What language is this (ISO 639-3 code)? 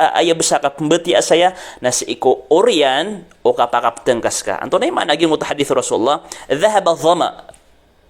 mrw